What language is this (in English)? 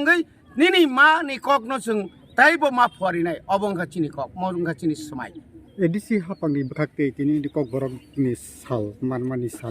Kok Borok